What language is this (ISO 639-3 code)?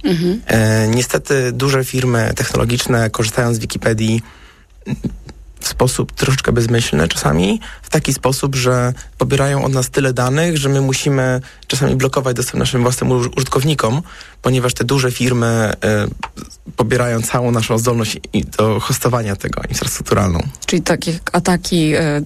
pol